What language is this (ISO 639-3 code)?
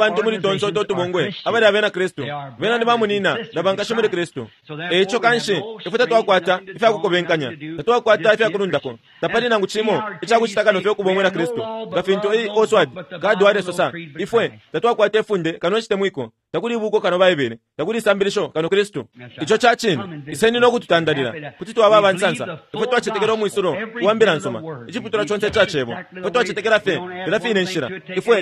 bem